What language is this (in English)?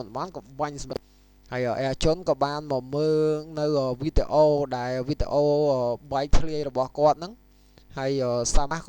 Khmer